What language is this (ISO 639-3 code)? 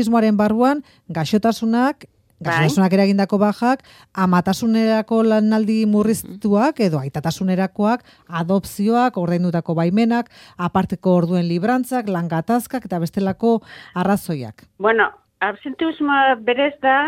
eus